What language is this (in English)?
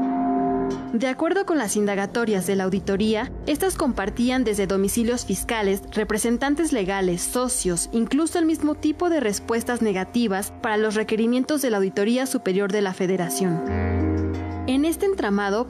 Spanish